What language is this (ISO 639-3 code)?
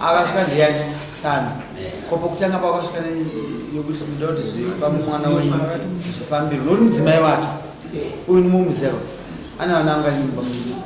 sna